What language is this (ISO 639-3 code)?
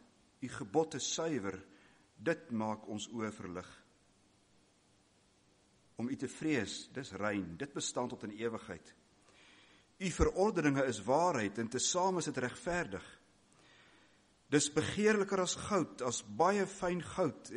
afr